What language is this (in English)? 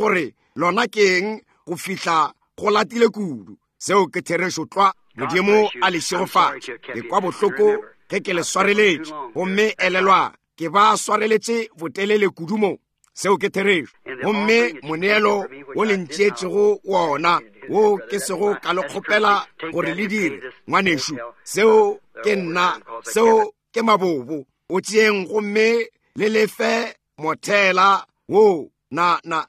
Northern Sotho